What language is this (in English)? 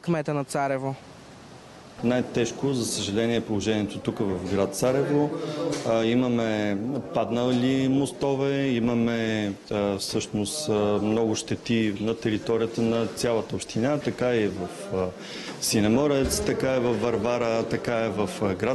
Bulgarian